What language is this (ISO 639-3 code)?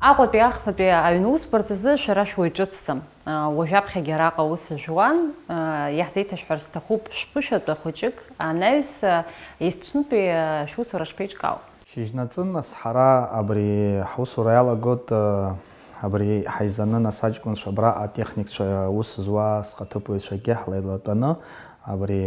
abk